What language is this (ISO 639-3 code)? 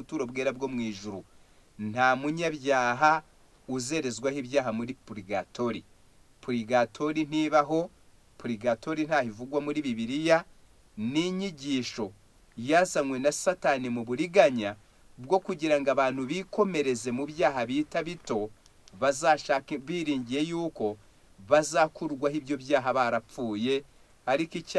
kin